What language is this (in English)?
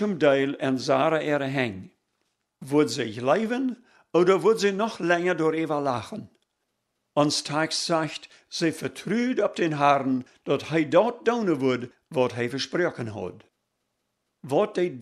Plautdietsch